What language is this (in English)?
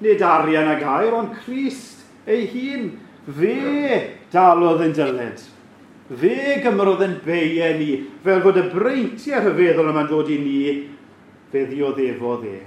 Welsh